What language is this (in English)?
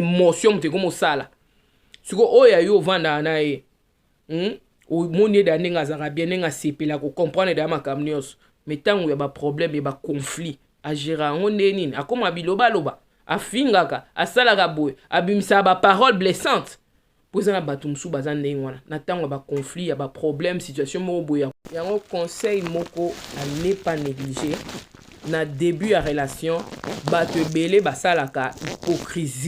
Lingala